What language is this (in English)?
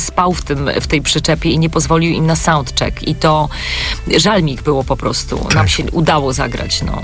Polish